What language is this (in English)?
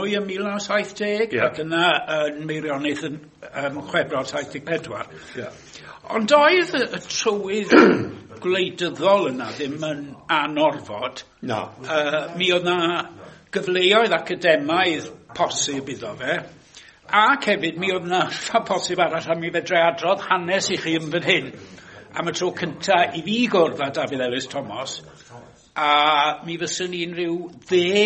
Welsh